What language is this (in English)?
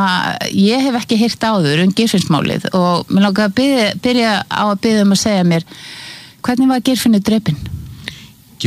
Icelandic